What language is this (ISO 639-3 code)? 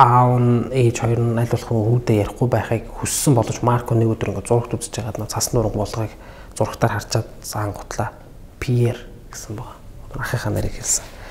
mon